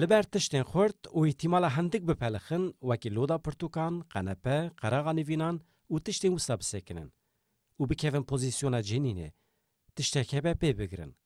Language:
Kurdish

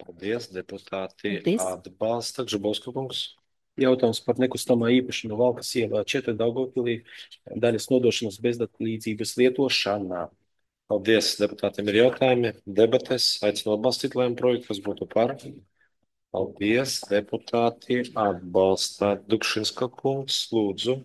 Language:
Latvian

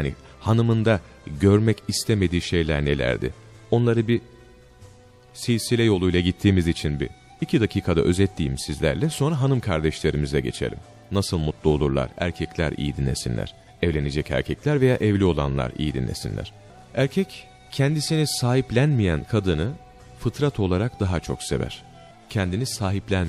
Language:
Turkish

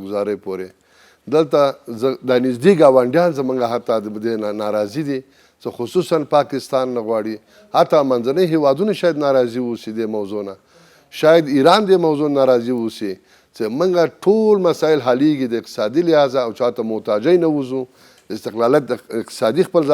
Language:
Pashto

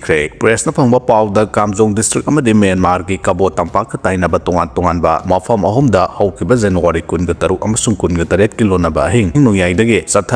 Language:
Manipuri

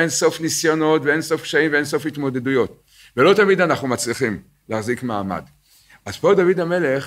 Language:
Hebrew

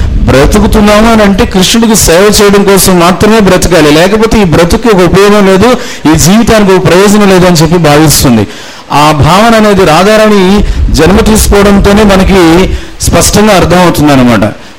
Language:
Telugu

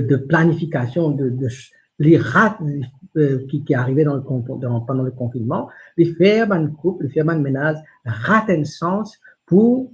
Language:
Morisyen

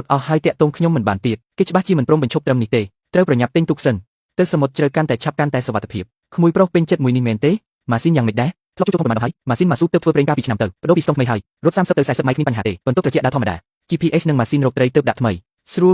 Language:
Khmer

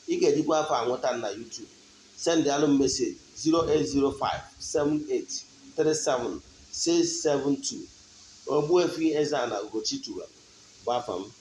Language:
Igbo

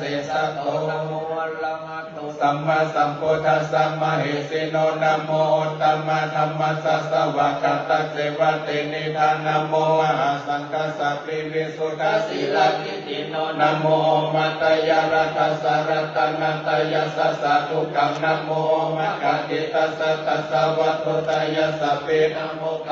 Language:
Pali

